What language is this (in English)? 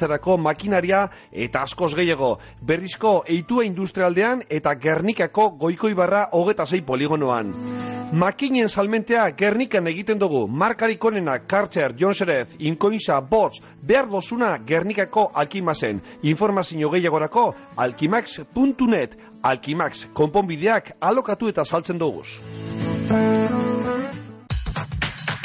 Basque